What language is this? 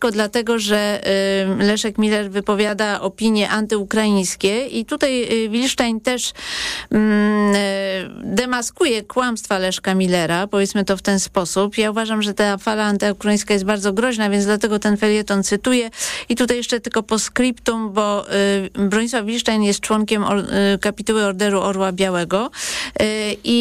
Polish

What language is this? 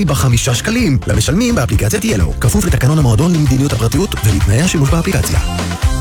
Hebrew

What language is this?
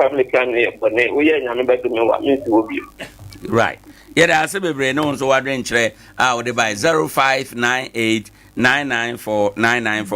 Akan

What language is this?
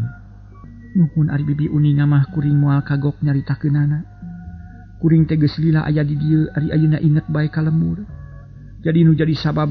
Sundanese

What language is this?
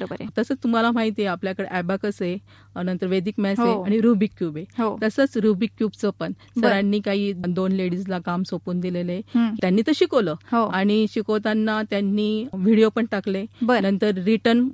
Marathi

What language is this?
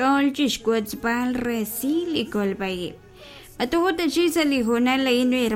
Kekchí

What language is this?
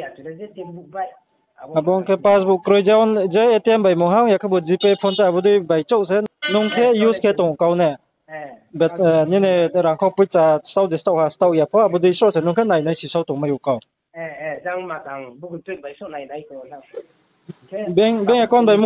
Riang (India)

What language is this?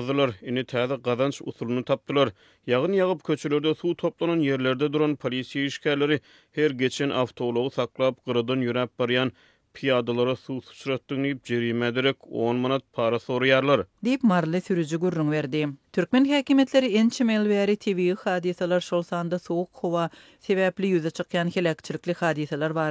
Turkmen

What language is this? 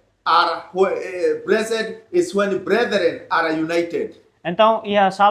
Tetum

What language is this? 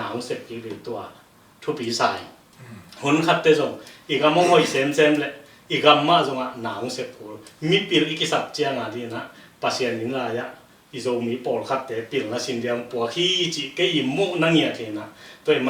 Tedim Chin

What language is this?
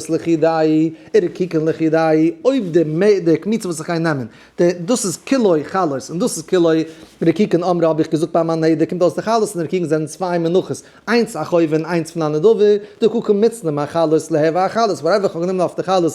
Yiddish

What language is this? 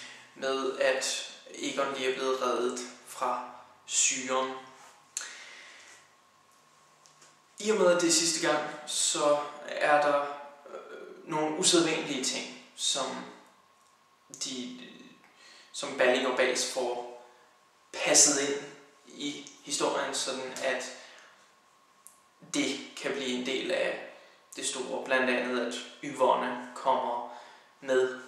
Danish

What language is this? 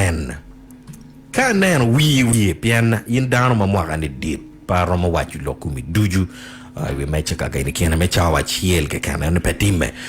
Acoli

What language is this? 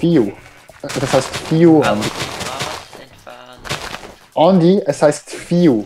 Swiss German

